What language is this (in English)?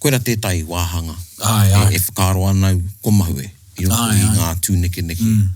Māori